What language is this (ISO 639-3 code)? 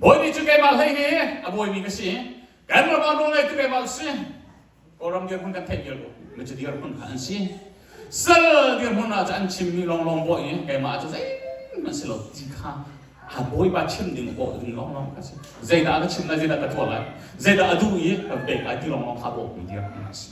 cnh